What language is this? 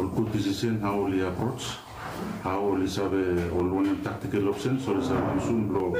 Bislama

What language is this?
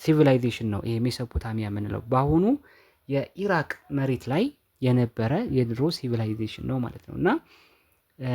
Amharic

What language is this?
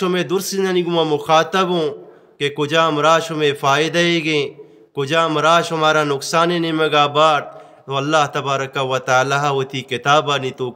Eastern Balochi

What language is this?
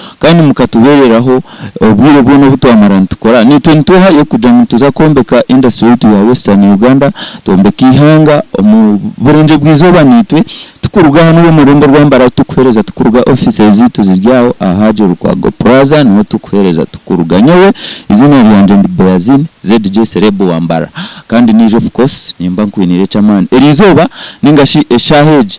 Nyankole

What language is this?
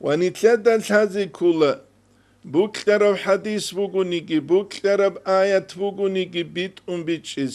Avaric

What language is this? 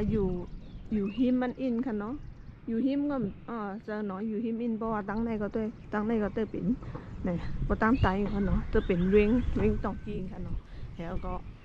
Shan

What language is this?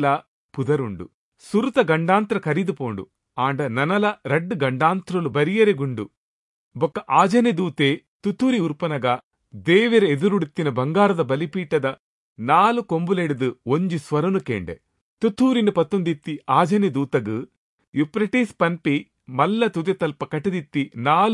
Tulu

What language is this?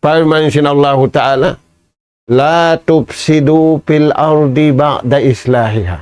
Tausug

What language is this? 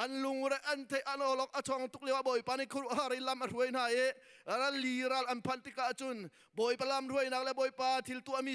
Hakha Chin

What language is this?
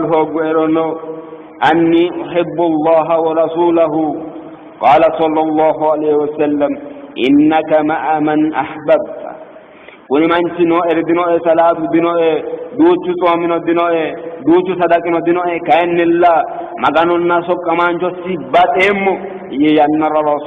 Sidamo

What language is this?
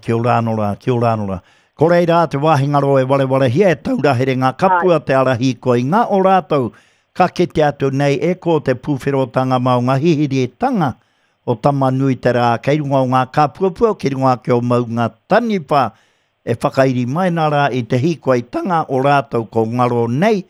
Māori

